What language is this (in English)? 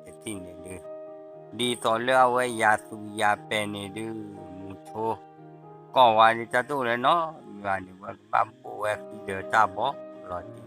S'gaw Karen